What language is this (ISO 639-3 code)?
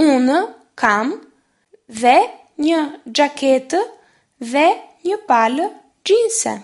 sqi